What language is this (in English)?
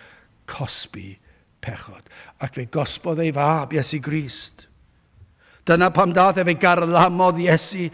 Welsh